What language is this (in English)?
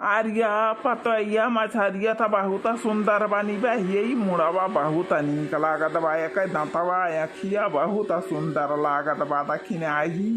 Awadhi